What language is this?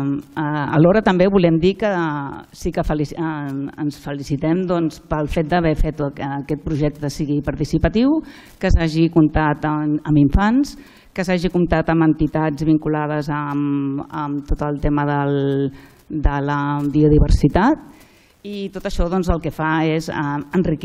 Catalan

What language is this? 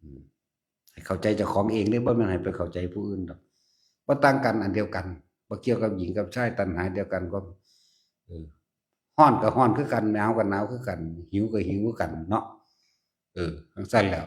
Northeastern Thai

